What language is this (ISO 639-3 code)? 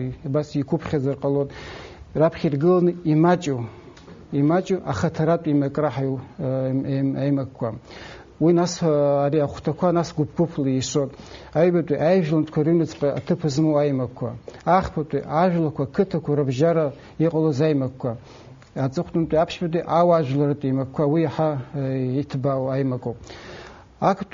abk